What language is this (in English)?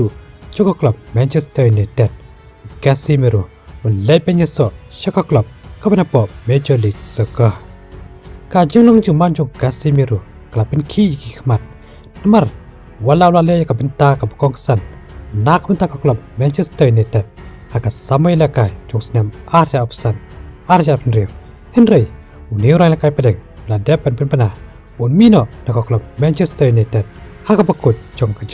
Khasi